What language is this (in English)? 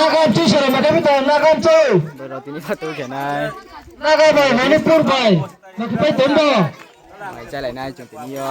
Riang (India)